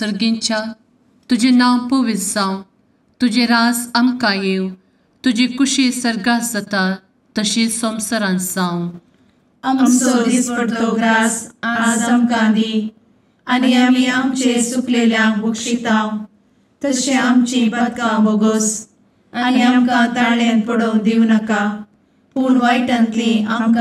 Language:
Konkani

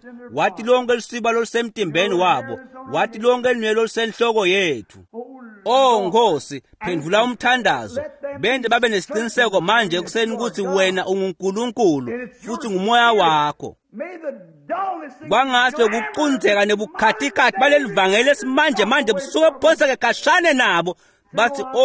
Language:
Swati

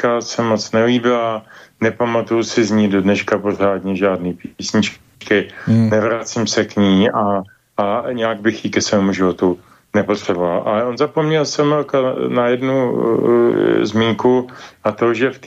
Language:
Czech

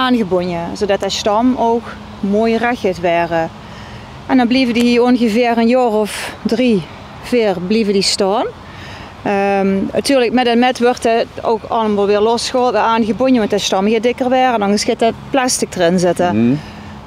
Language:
Limburgish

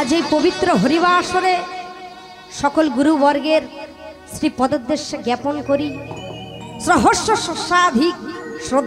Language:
Bangla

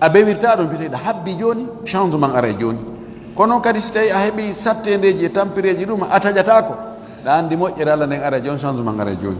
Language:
Fula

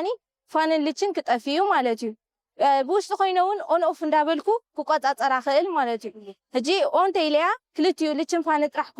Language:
Tigrinya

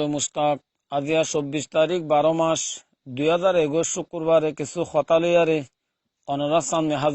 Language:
Rohingya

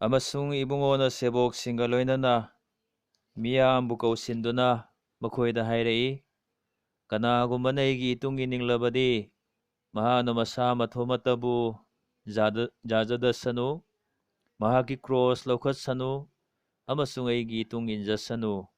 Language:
Manipuri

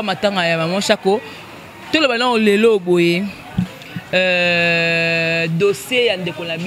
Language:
Lingala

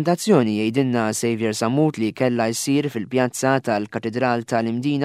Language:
Maltese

